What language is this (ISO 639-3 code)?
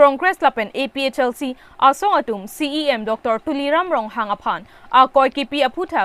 mjw